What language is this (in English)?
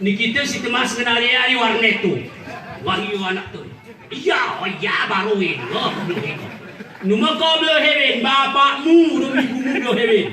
Gayo